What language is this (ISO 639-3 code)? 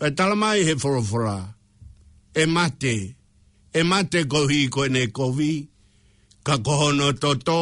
ton